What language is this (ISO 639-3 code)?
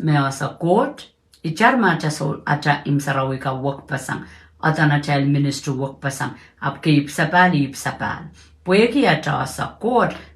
pon